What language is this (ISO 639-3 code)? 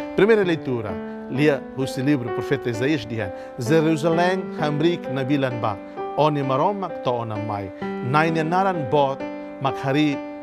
tet